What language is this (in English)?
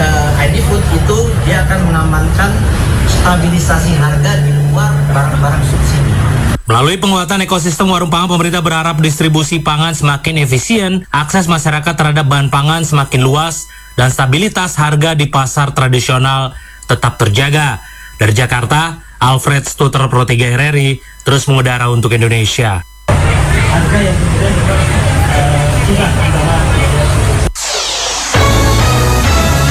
Indonesian